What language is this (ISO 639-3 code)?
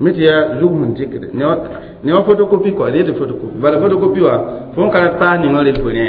mos